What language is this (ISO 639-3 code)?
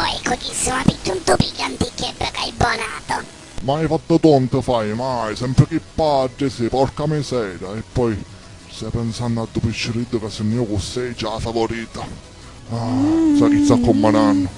scn